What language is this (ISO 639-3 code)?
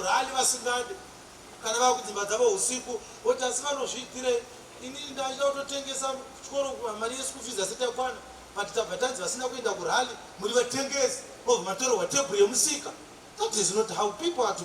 sna